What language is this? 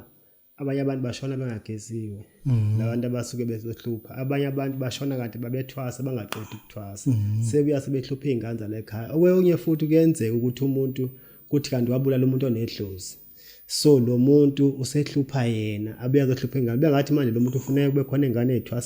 Zulu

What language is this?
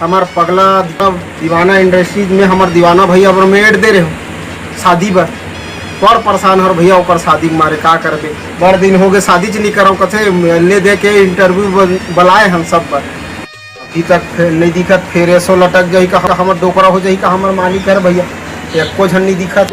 Chhattisgarhi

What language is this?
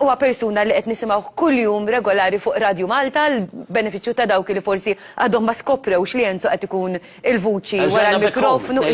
Maltese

